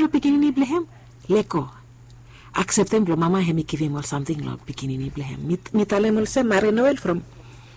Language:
Bislama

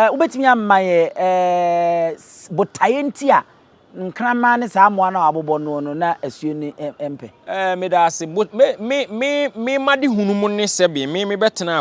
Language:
Akan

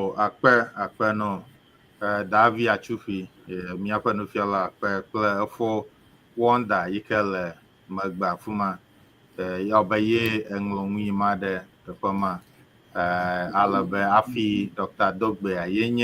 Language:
Ewe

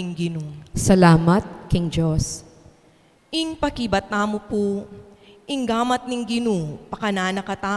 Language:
Pampanga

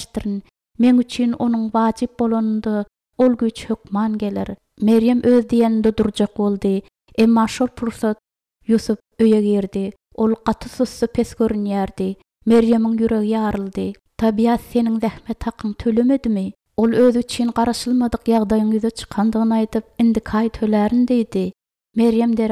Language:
Turkmen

